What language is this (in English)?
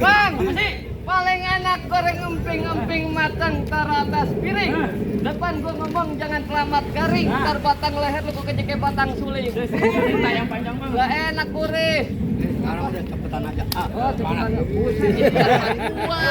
Betawi